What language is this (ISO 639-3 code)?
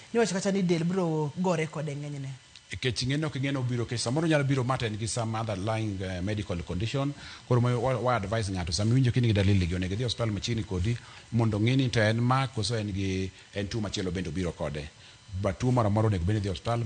luo